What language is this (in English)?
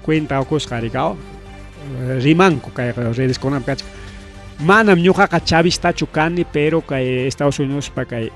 Ayacucho Quechua